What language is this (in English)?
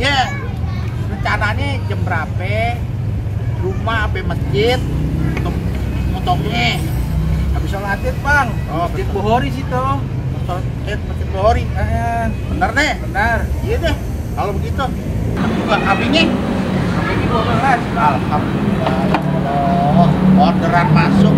Betawi